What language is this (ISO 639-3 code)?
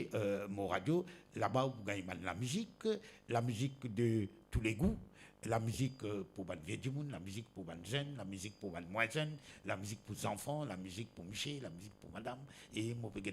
mfe